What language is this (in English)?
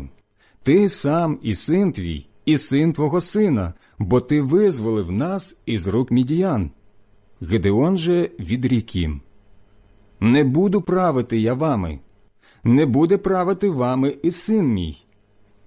Ukrainian